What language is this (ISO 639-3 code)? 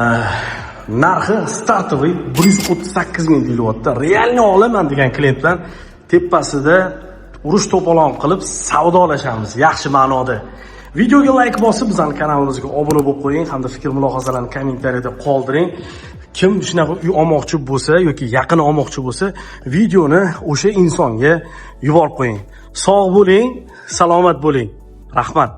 uzb